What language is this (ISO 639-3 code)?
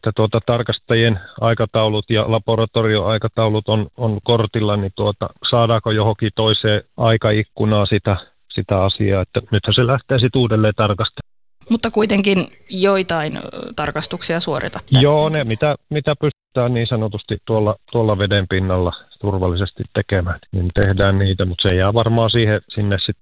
fin